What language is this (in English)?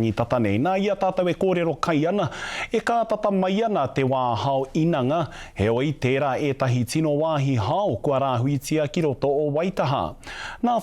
Māori